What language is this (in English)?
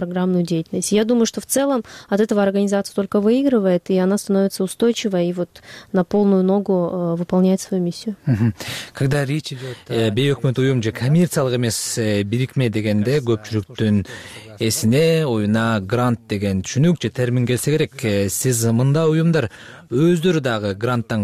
Kyrgyz